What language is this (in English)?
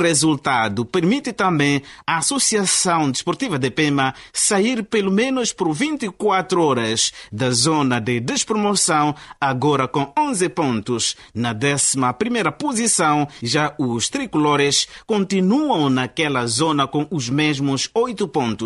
Portuguese